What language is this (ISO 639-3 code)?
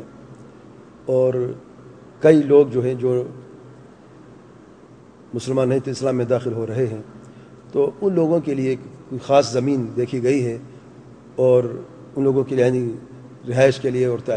urd